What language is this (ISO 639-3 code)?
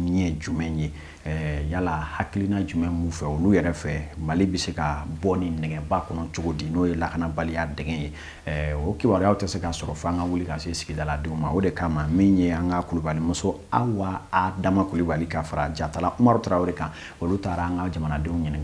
bam